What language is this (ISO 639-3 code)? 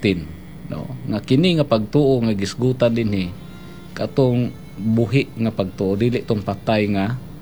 ceb